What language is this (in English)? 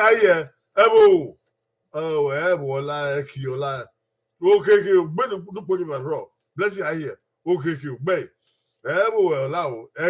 Bini